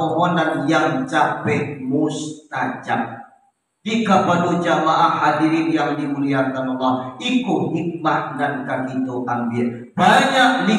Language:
Minangkabau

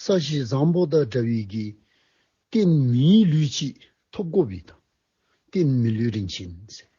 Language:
Dzongkha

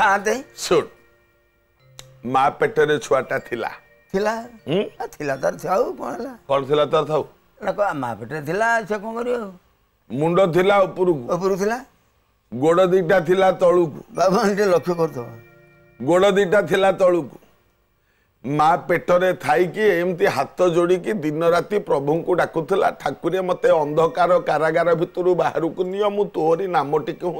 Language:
Odia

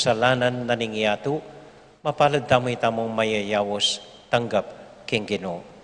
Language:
Pampanga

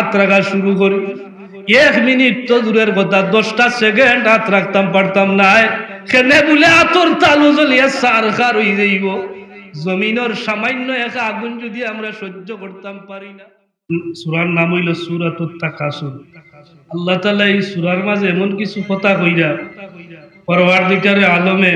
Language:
Sylheti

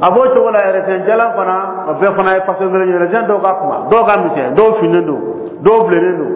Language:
Dyula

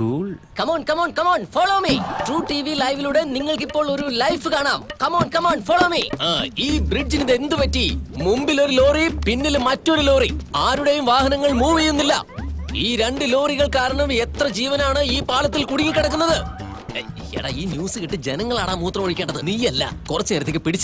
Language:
Malayalam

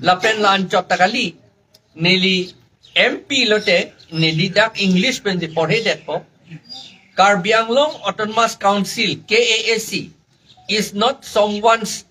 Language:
Karbi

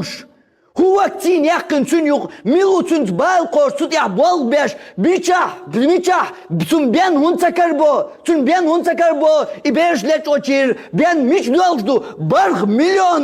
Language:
Chechen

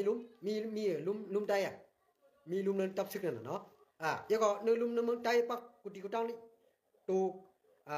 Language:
Shan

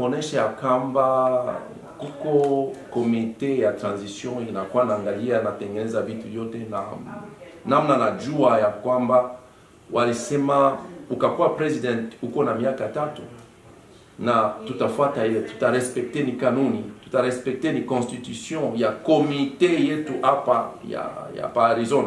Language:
Swahili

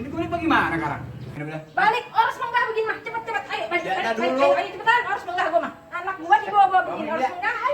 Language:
Betawi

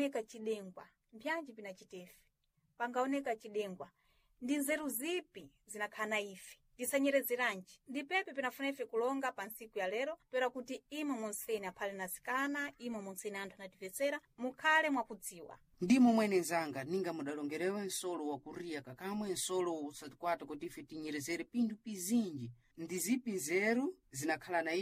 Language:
Sena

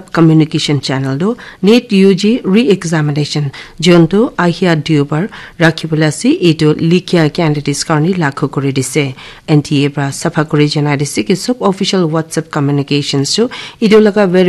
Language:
Naga Pidgin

